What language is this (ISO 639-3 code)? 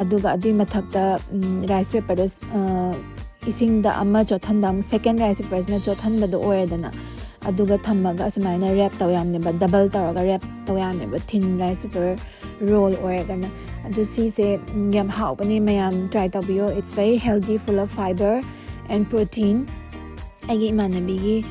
mni